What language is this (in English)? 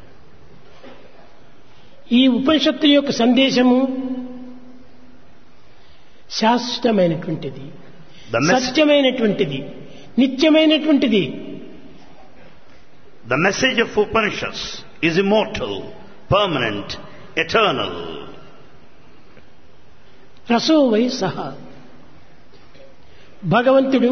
Telugu